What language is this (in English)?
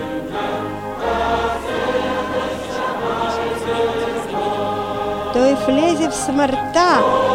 Bulgarian